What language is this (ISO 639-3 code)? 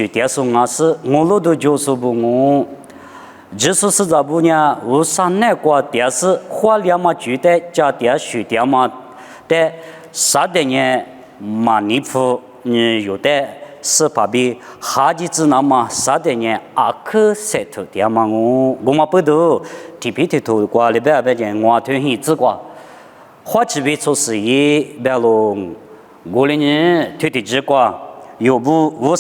lis